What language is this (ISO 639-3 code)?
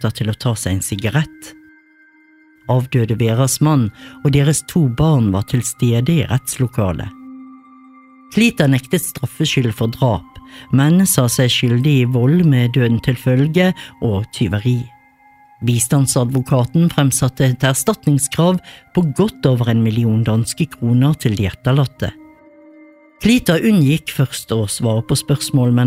nor